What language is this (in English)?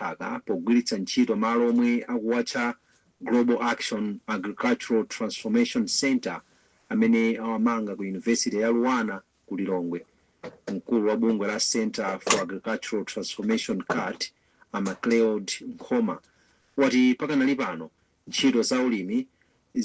Nyanja